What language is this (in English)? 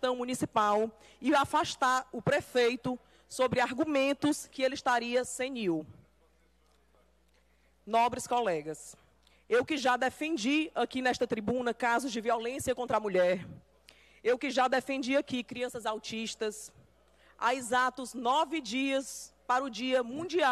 Portuguese